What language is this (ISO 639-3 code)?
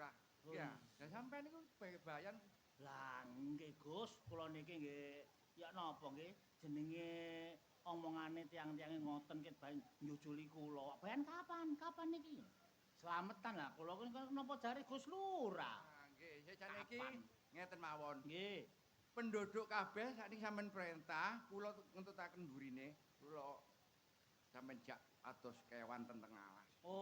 jav